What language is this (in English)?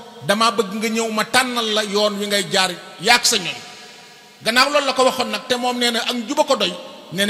Wolof